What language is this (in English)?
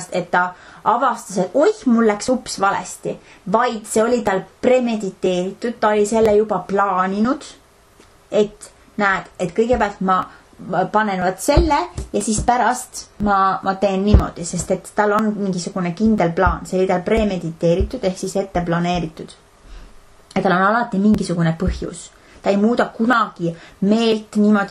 Estonian